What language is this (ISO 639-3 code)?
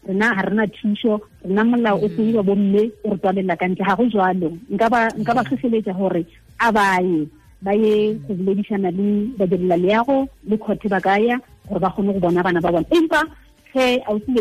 tsn